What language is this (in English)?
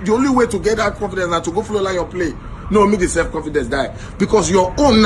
Nigerian Pidgin